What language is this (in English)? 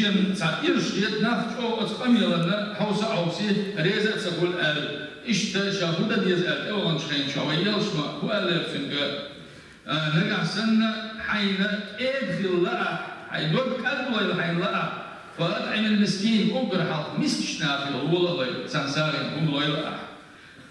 Chechen